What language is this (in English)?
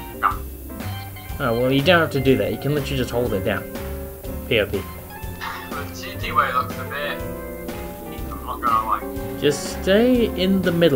English